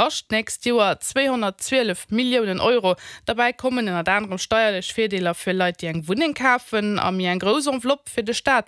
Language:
Luxembourgish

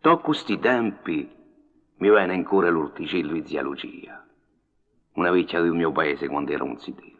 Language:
Corsican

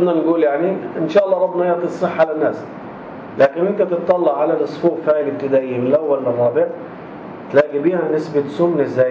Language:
North Levantine Arabic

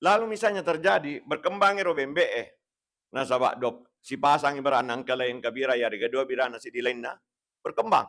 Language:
Buginese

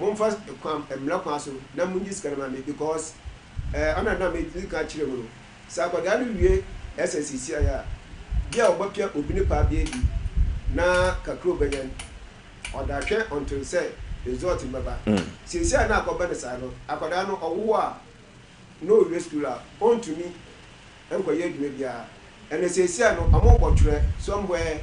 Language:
Akan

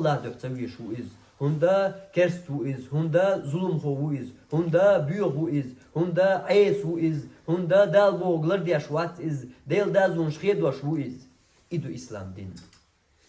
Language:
Chechen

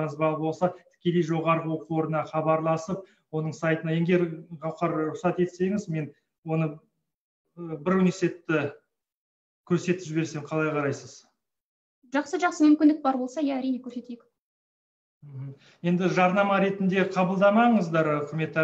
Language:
Kazakh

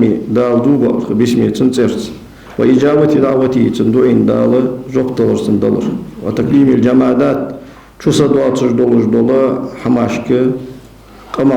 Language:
Ingush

